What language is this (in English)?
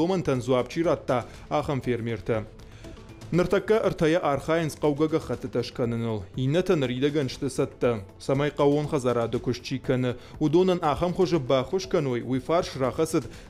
Ossetic